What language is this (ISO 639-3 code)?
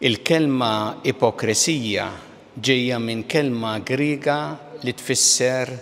mlt